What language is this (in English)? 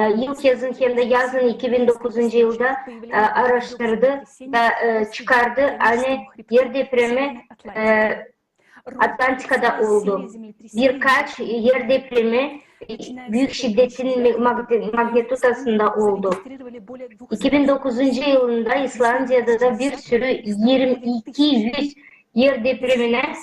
Gagauz